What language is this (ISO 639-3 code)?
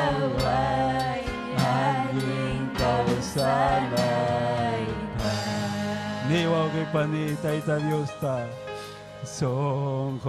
quy